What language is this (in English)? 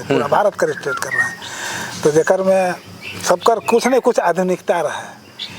Sadri